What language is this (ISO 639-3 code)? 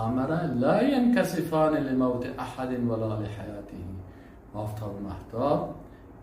fas